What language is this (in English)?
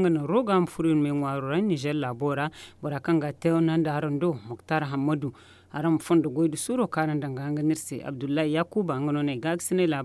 Zarma